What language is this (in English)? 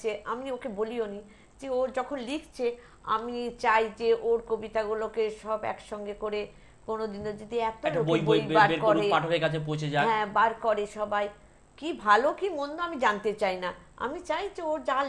Bangla